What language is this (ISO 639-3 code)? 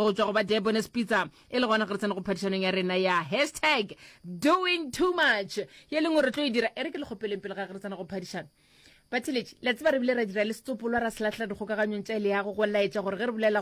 nso